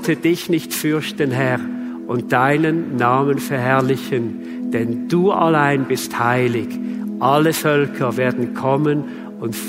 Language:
Swiss German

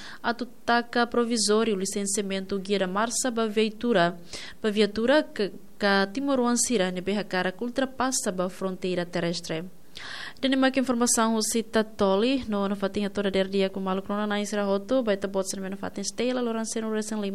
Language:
Tetum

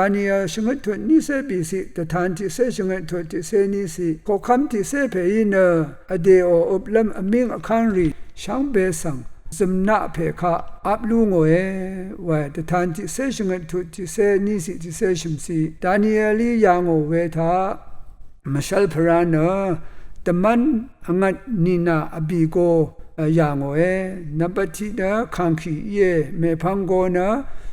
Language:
Rawang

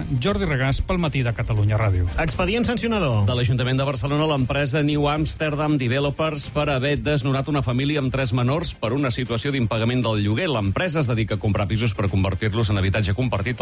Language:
Catalan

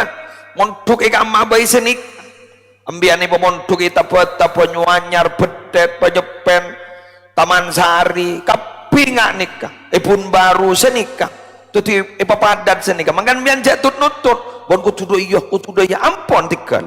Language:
Madurese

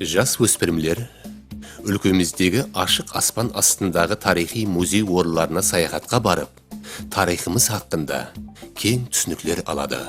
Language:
Kara-Kalpak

